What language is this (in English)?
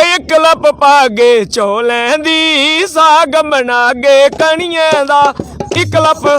Dogri